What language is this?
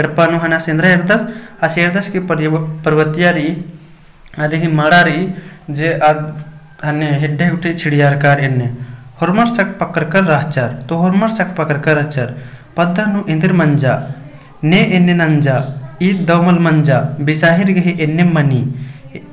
Kurukh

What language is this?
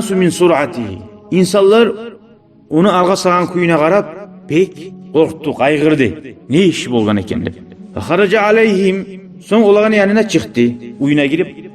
Kumyk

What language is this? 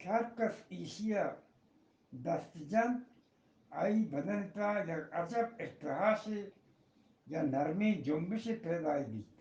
Eastern Balochi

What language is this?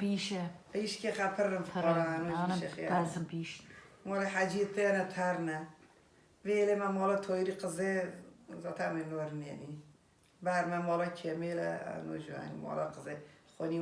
Kurdish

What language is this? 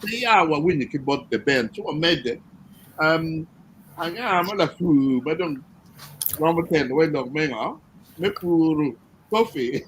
Acoli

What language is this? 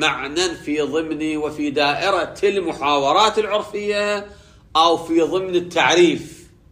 Arabic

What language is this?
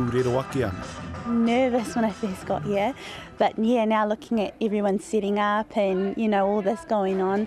Māori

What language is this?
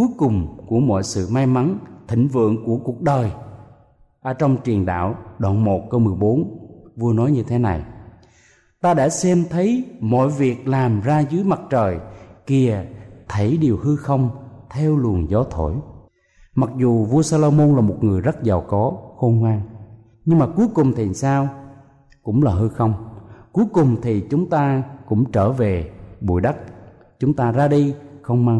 Vietnamese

